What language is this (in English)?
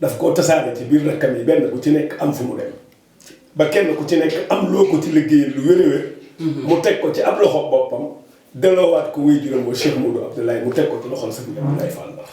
Wolof